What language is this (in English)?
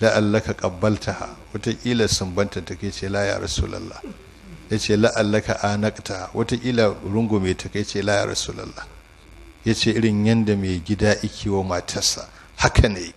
Hausa